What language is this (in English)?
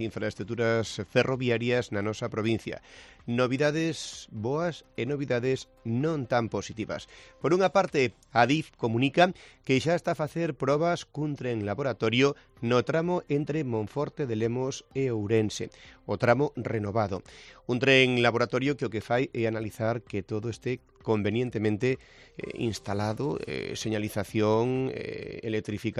Galician